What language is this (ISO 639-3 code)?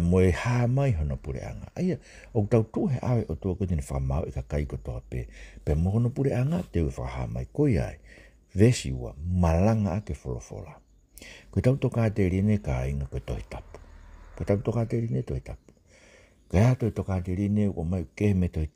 ton